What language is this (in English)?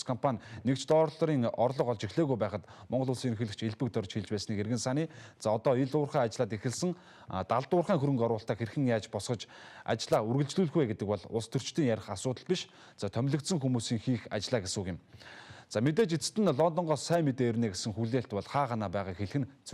Mongolian